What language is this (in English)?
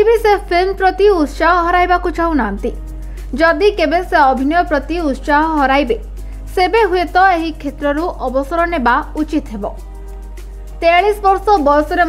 Odia